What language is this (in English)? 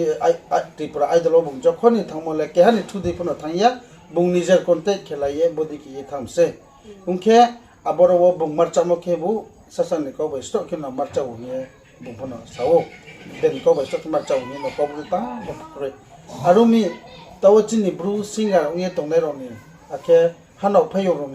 Riang (India)